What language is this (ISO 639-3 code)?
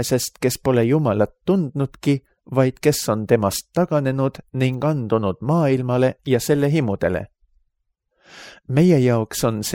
est